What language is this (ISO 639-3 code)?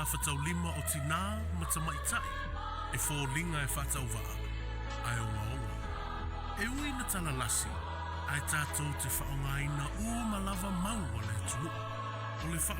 smo